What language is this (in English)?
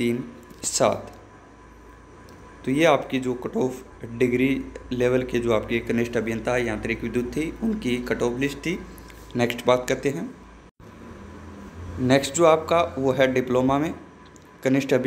Hindi